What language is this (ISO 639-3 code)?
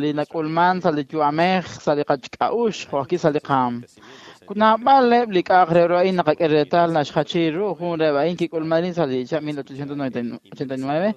kek